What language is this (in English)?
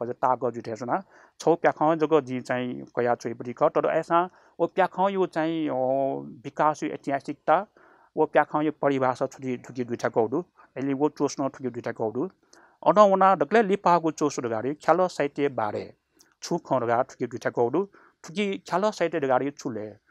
Newari